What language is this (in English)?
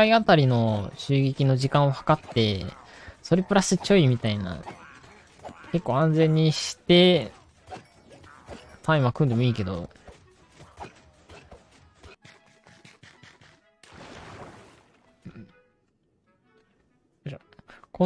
Japanese